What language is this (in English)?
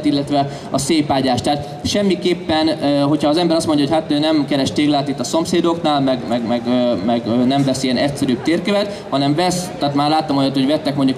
Hungarian